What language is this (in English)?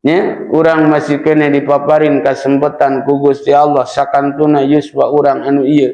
Sundanese